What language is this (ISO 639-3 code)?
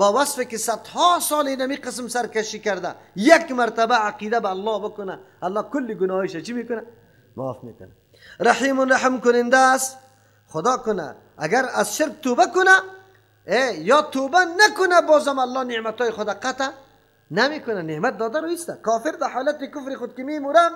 fas